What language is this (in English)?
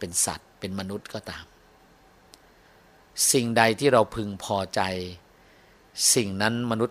Thai